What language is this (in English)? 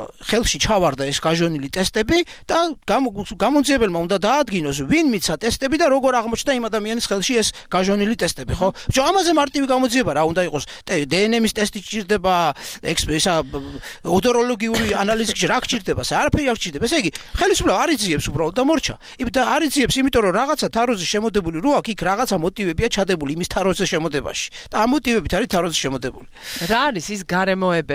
Georgian